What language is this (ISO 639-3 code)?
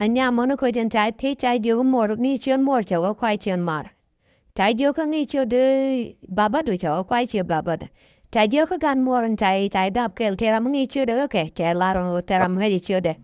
nus